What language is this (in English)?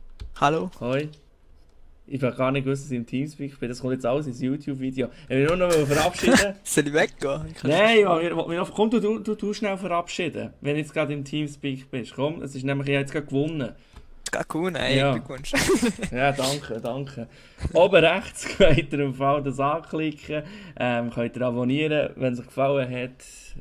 Swiss German